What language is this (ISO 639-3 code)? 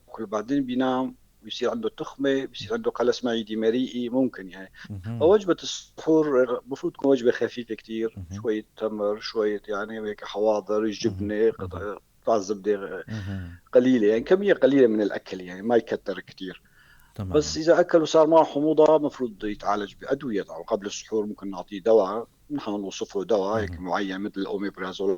apc